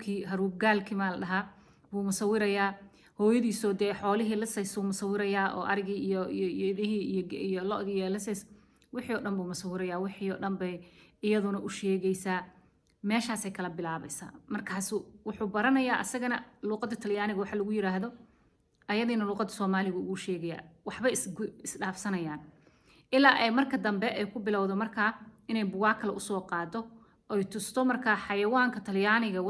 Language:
Somali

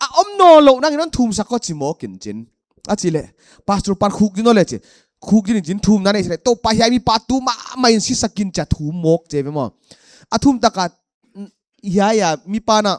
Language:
Paite Chin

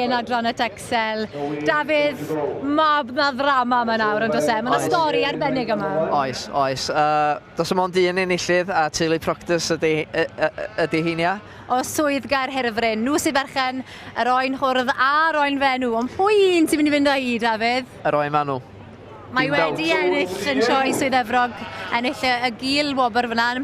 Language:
Welsh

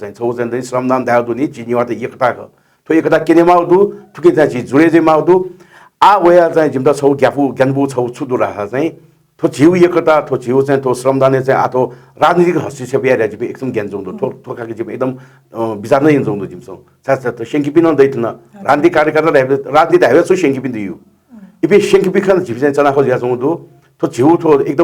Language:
Newari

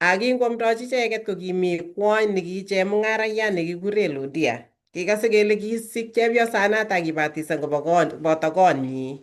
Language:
Kalenjin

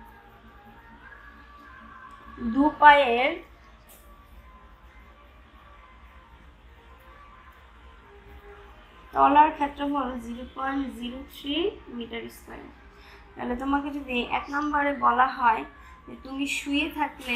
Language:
Bangla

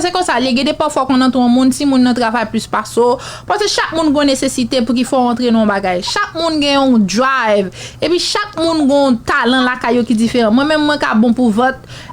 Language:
Haitian Creole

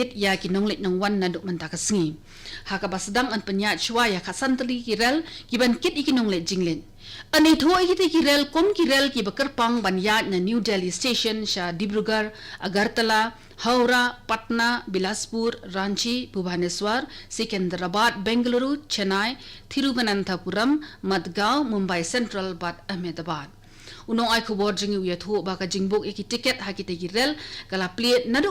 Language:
Khasi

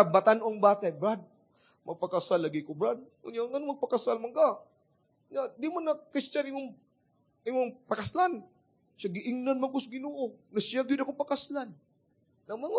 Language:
Cebuano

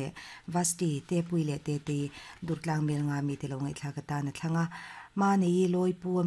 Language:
Mizo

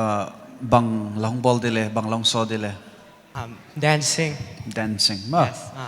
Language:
Paite Chin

